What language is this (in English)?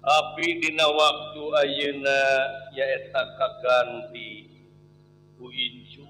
Sundanese